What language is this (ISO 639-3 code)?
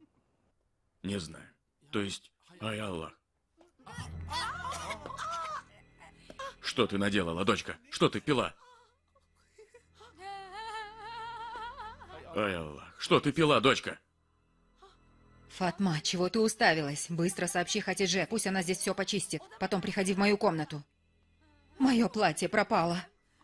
rus